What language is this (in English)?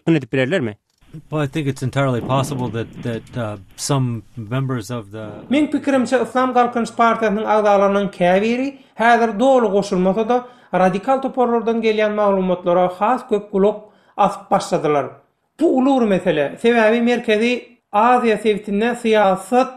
Turkmen